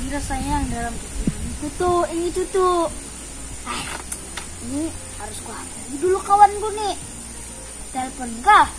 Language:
Banjar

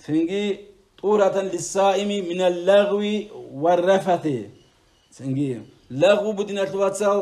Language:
Avaric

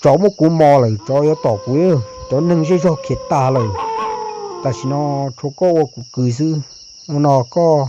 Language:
Hmong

